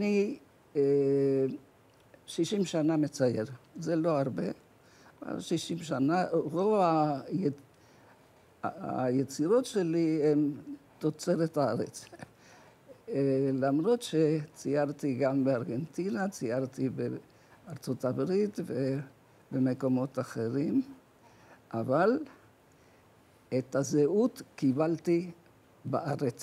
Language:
Hebrew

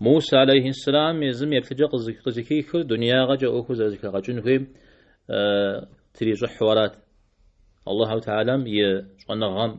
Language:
Kabardian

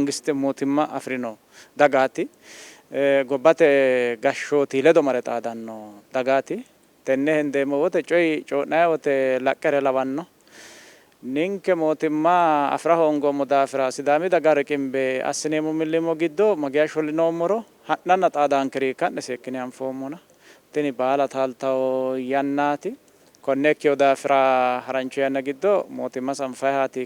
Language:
Sidamo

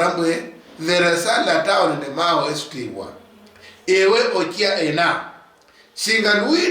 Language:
Luyia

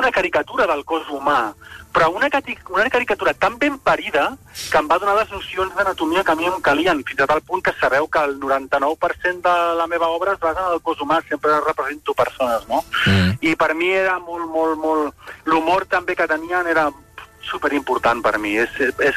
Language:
Catalan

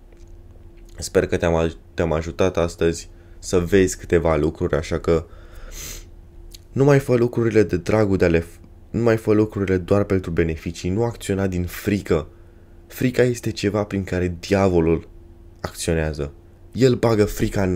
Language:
Romanian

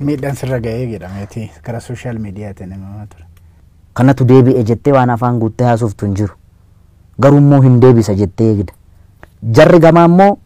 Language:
Oromo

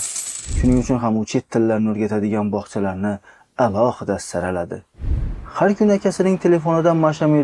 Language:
Uzbek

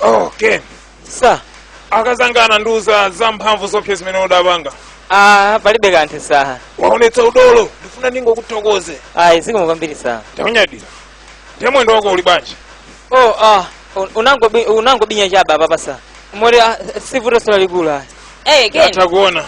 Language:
Nyanja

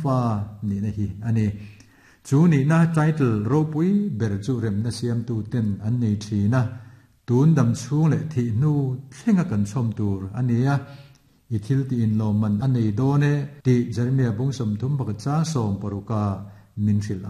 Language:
Mizo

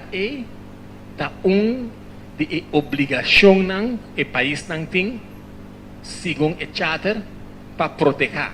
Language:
Papiamento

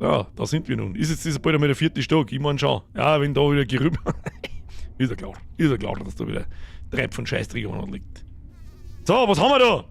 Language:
Bavarian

